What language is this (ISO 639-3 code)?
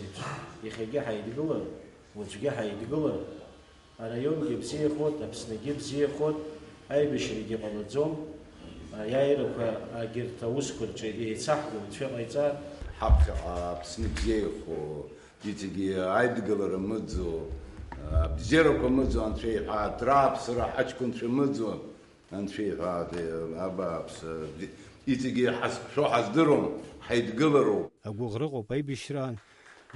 abk